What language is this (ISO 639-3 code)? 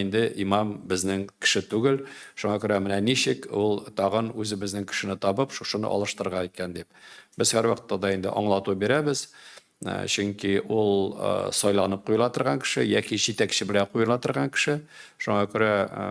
tat